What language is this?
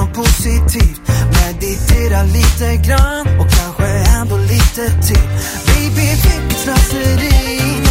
Swedish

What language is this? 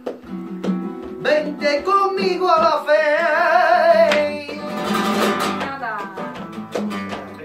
Spanish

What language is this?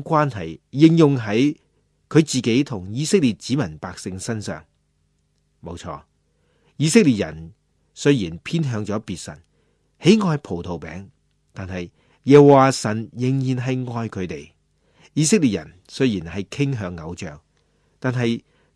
Cantonese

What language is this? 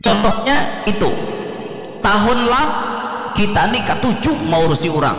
Banjar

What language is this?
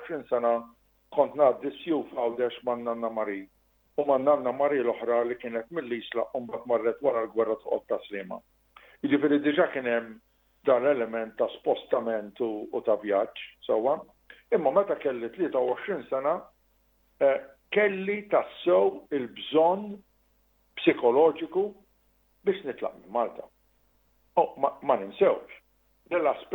Maltese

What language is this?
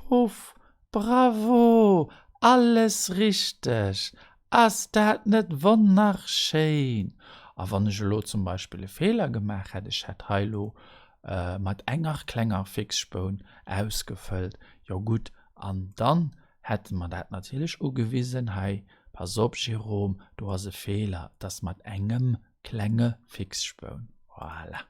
Luxembourgish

